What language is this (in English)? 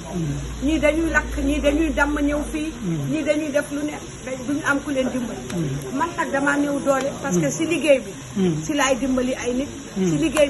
Wolof